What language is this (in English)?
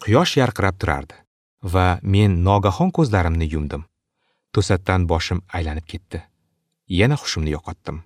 Uzbek